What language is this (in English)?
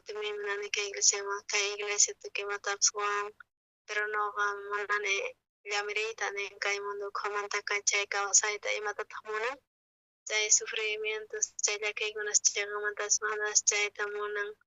South Bolivian Quechua